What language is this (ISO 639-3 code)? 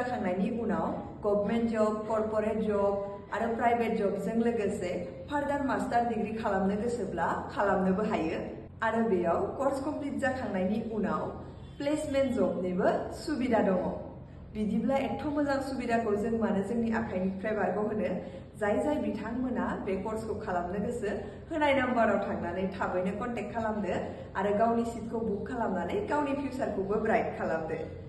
brx